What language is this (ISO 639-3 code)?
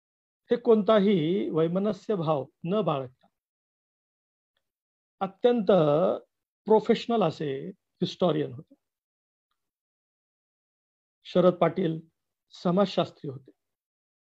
mar